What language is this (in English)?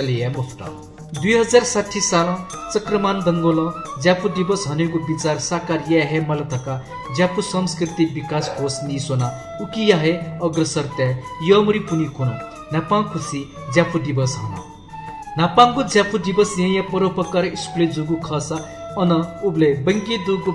Newari